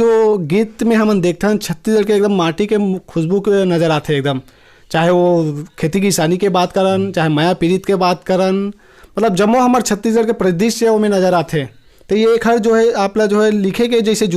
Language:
Chhattisgarhi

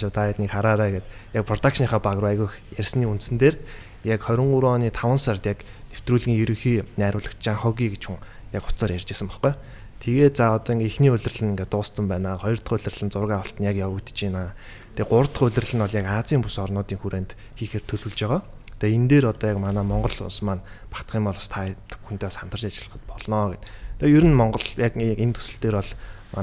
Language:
Mongolian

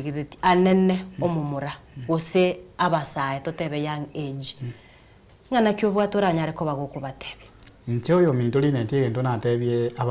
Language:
Gusii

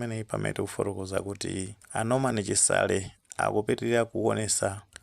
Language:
Nyanja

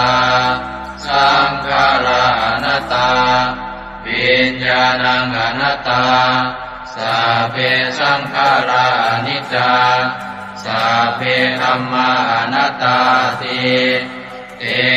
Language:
Pali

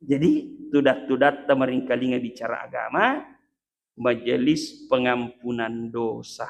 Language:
Buginese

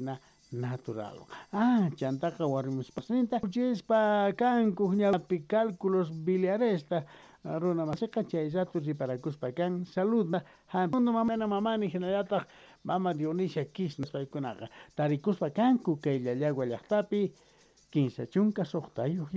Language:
South Bolivian Quechua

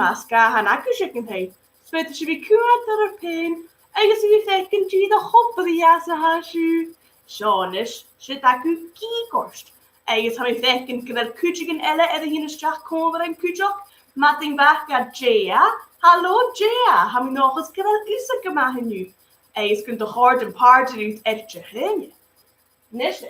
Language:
Scottish Gaelic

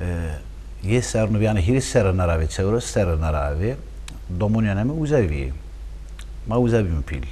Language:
Zaza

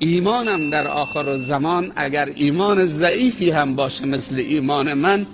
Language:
Tajik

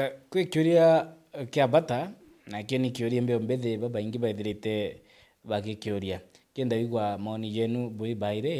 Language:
Meru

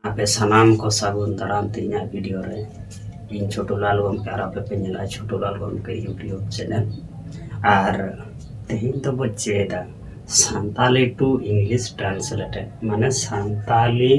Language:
Santali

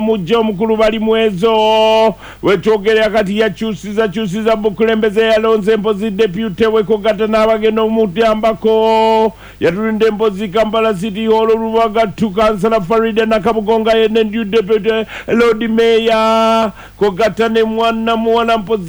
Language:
Ganda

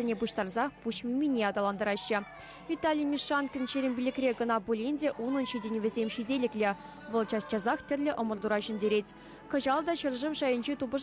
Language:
Chuvash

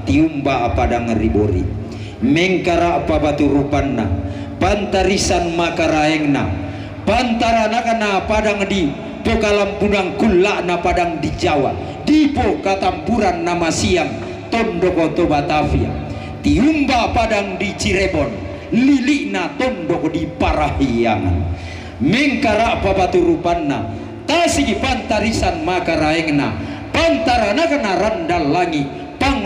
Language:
Toraja-Sa'dan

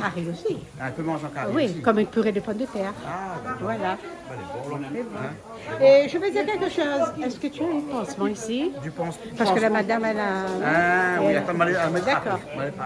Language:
Réunion Creole French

